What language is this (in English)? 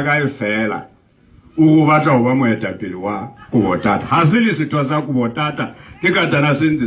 Southern Sotho